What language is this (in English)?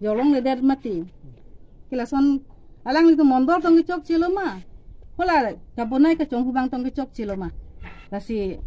Karbi